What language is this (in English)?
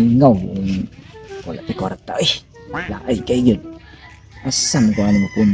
Cebuano